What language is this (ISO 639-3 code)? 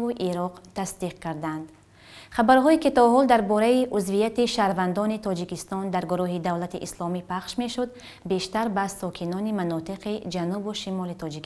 tgk